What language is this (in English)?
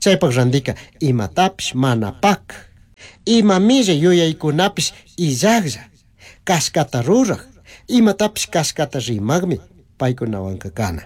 Chimborazo Highland Quichua